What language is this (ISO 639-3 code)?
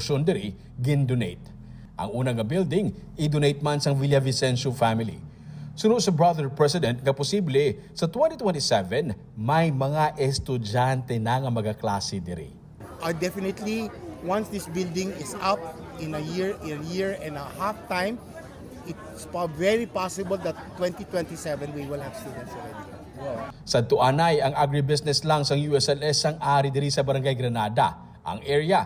hil